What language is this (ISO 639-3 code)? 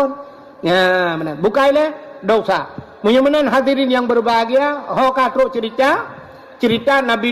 ace